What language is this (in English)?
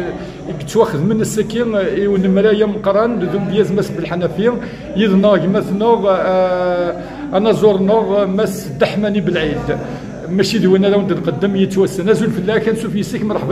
Kabyle